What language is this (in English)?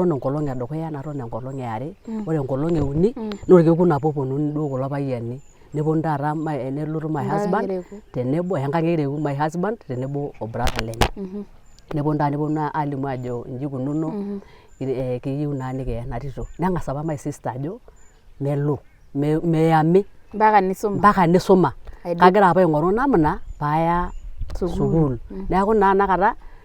Masai